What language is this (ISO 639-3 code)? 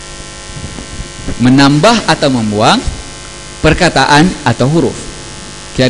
msa